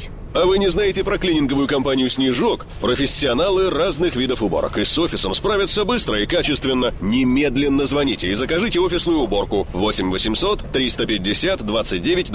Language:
Russian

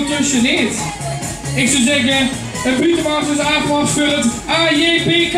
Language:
Limburgish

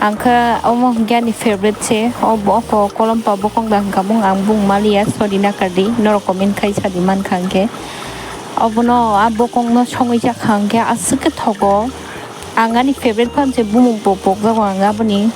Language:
Kok Borok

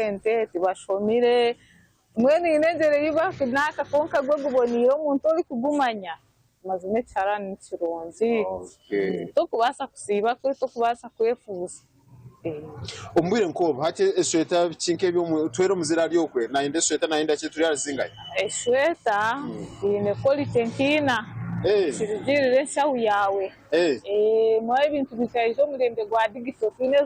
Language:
Nyankole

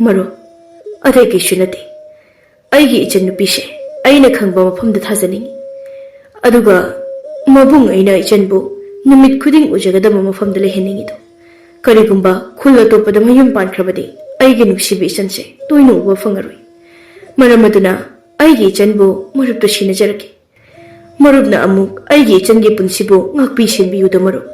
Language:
Manipuri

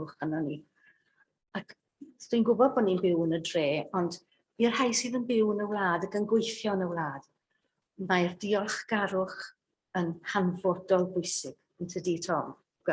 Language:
Welsh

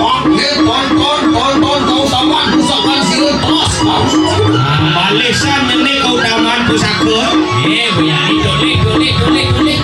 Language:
Balinese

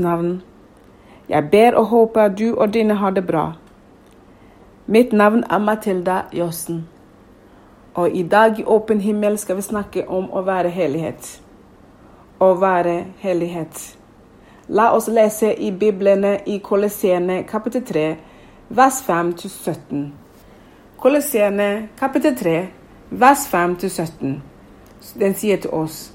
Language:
Norwegian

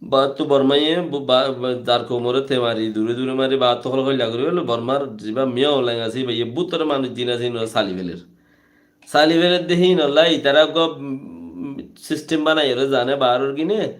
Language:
Rohingya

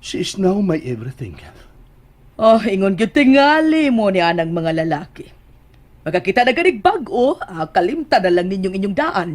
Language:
Cebuano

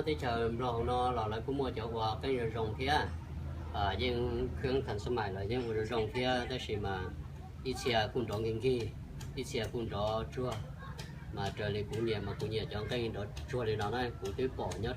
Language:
Hmong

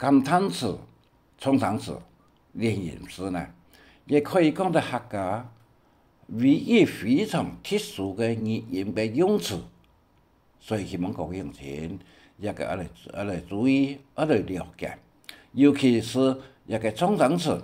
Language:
Hakka Chinese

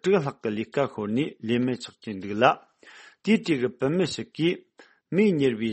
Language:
Tibetan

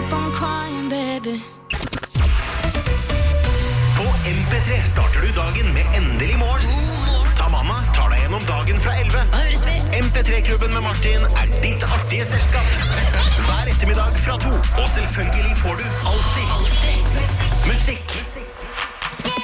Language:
Norwegian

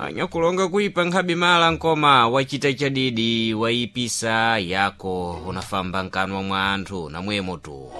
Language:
Sena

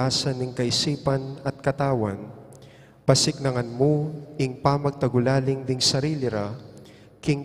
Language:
Pampanga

